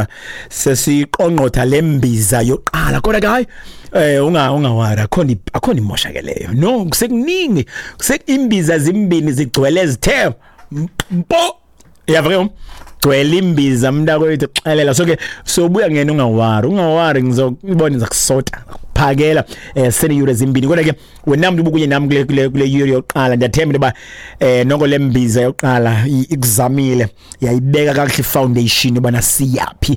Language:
Xhosa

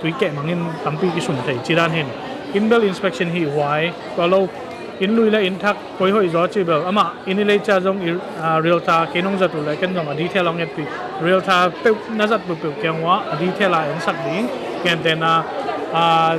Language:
Tedim Chin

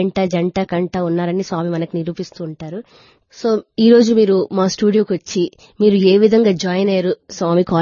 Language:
Telugu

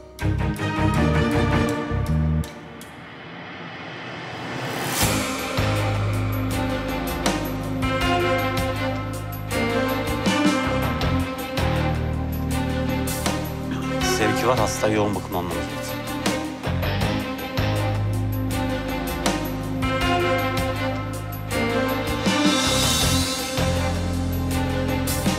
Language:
Turkish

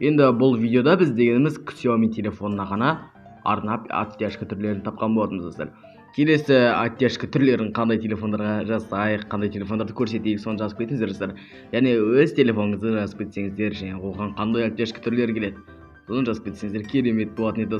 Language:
Kazakh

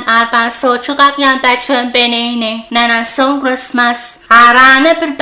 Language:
Pohnpeian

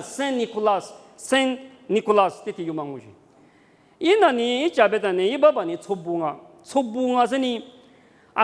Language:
Lisu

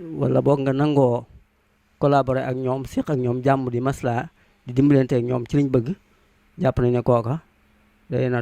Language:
Wolof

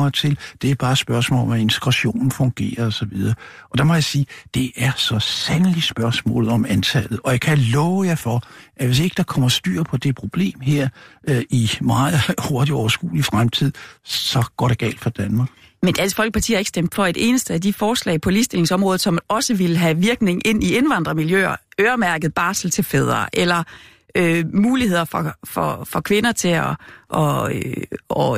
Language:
Danish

